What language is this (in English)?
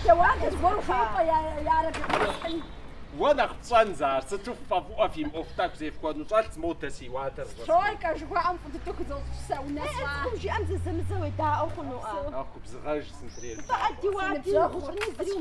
Kabardian